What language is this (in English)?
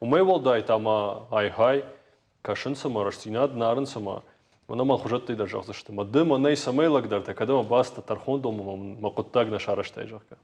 Ossetic